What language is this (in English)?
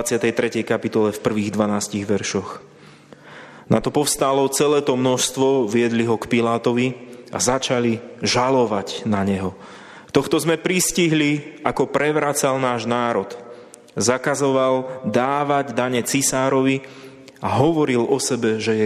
Slovak